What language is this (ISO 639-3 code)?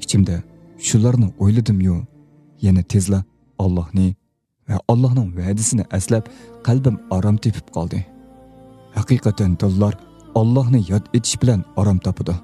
uig